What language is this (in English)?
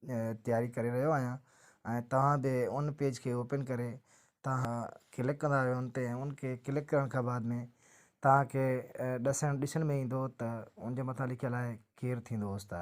Sindhi